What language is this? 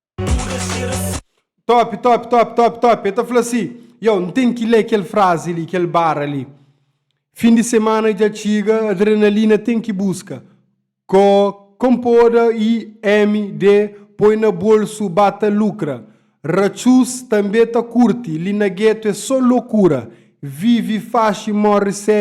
Kabuverdianu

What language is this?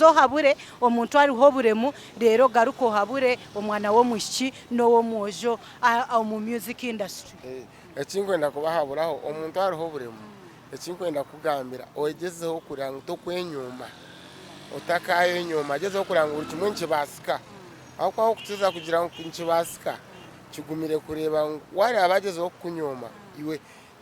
Nyankole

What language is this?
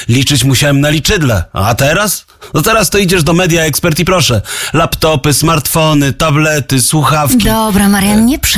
Polish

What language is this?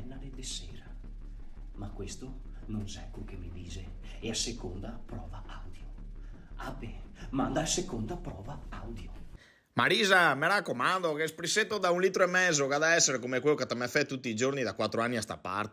Venetian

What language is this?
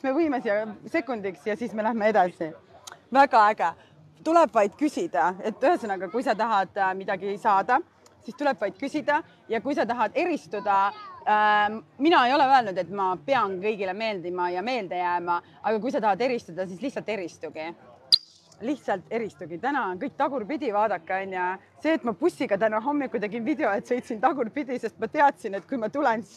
Estonian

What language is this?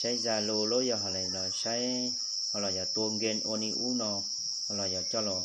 Hmong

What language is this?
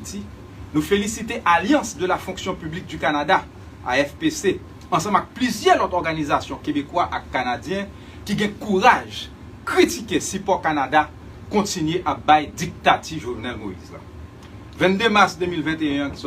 Haitian Creole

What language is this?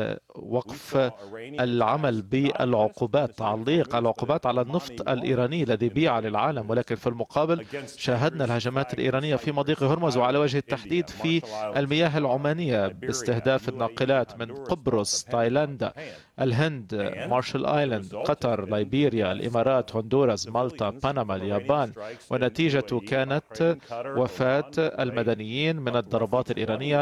Arabic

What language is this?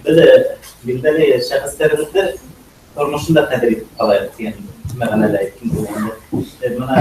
Bashkir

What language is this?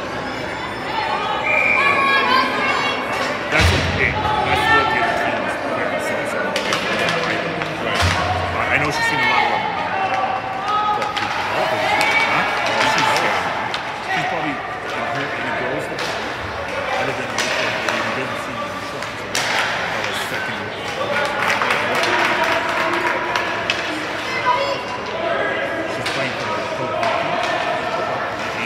English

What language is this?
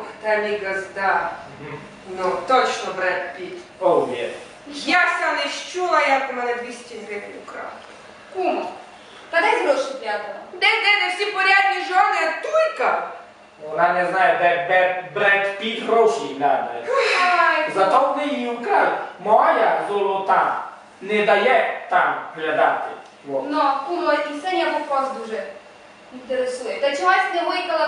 Rusyn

